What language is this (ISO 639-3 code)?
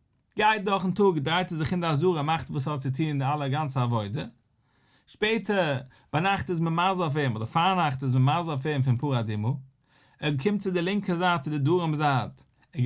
yid